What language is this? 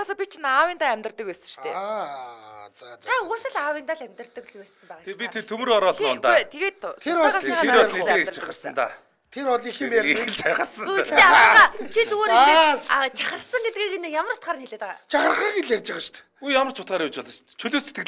Mongolian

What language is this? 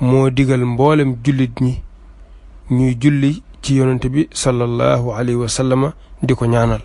Wolof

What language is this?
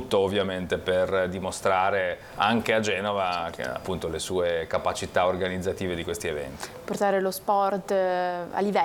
Italian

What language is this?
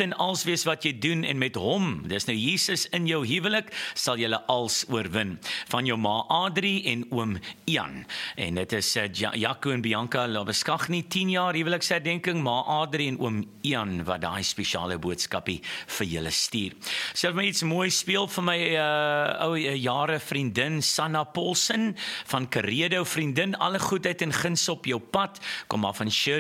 Afrikaans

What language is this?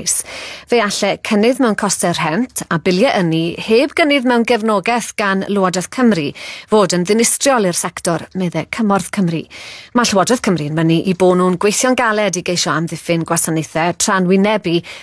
Welsh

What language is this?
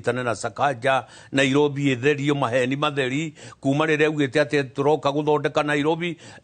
Kikuyu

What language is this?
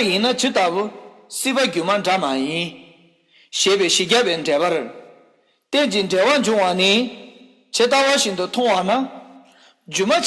Tibetan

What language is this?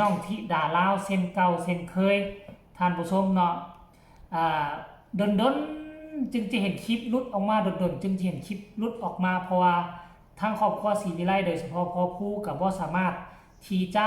Northeastern Thai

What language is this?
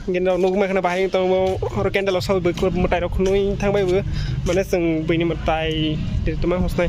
Kok Borok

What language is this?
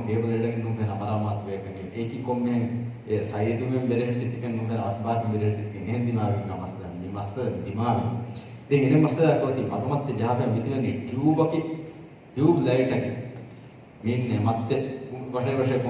Divehi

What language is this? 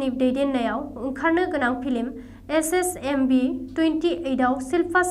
Bodo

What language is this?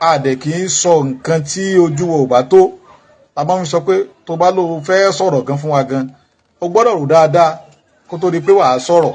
Yoruba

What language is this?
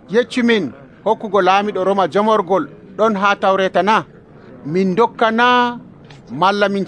Nigerian Fulfulde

